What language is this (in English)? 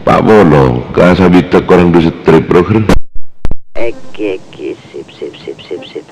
Madurese